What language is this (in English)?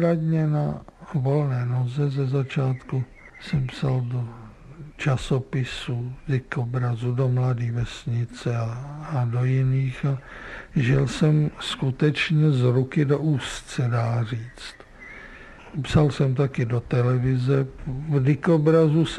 Czech